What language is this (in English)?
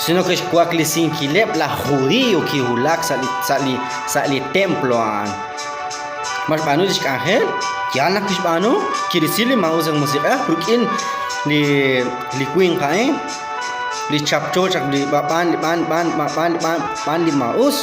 Kekchí